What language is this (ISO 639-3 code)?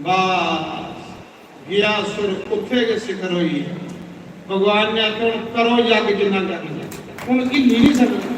doi